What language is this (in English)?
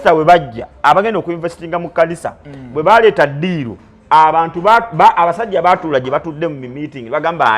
Ganda